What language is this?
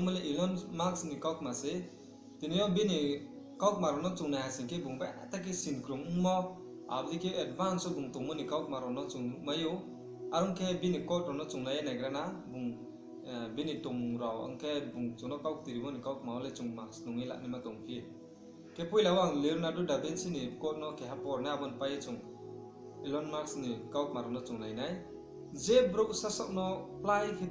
Riang (India)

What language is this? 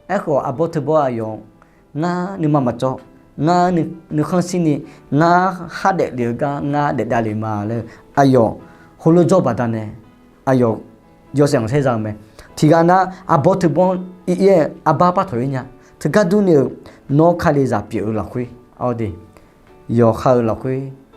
Akha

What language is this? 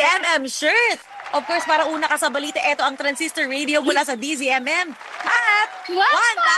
Filipino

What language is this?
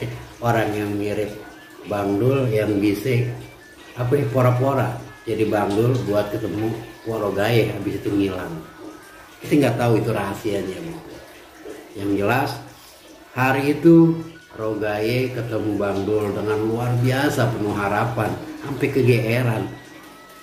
Betawi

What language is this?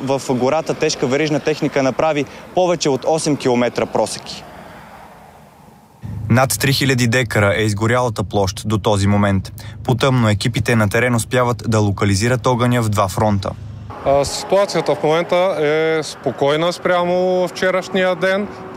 Bulgarian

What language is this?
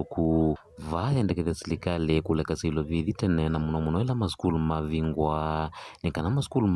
Kamba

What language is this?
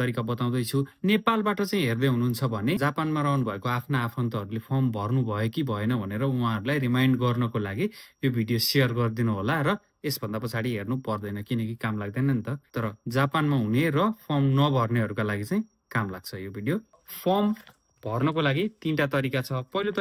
Nepali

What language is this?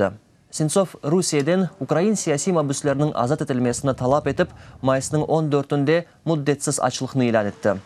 Crimean Tatar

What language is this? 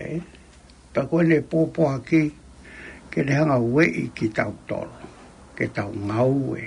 Tongan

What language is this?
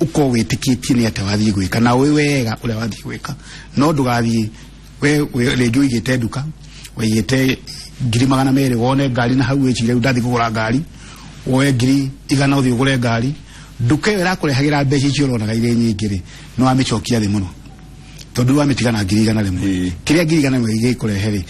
Kikuyu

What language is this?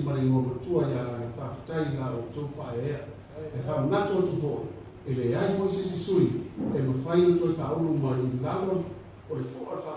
Samoan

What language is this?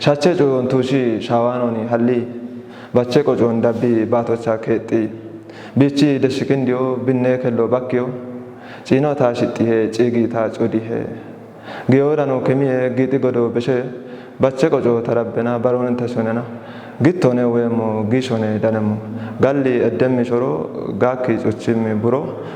Kafa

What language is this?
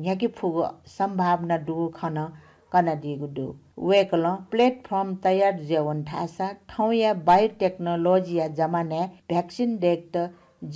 Newari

